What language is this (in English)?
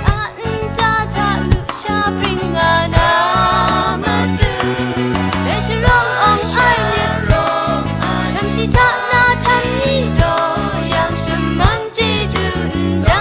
Kachin